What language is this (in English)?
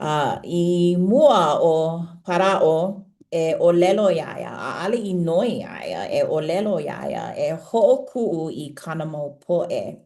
Hawaiian